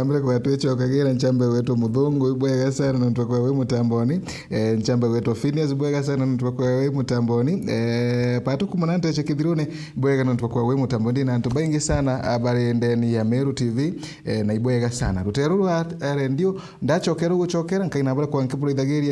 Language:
Meru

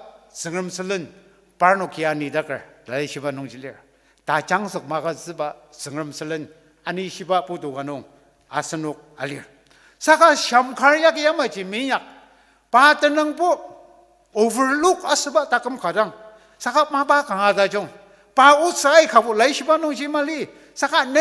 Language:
Ao Naga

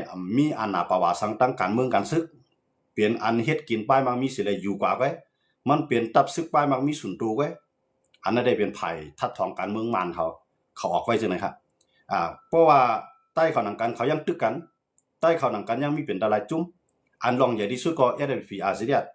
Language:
Shan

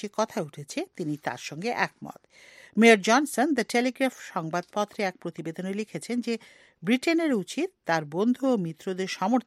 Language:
Bangla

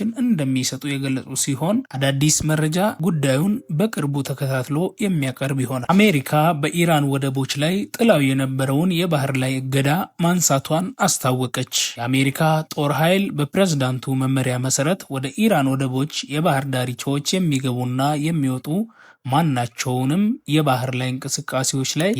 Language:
Amharic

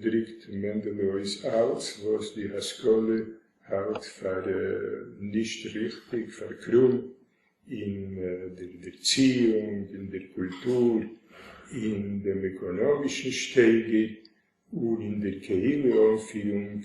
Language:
Yiddish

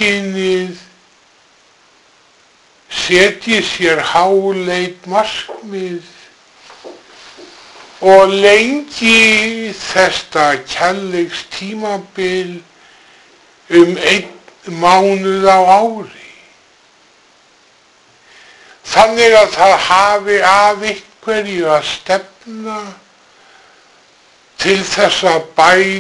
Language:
Icelandic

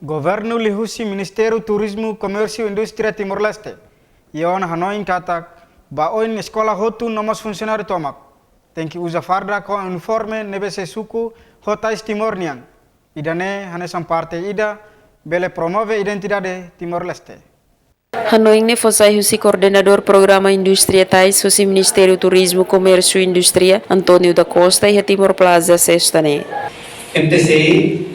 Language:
Tetum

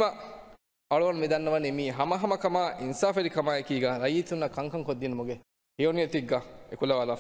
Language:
Divehi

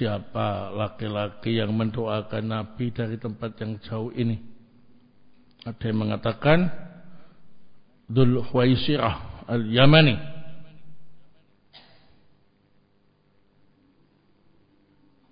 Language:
Indonesian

